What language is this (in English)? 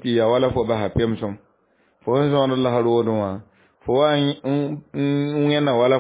Mossi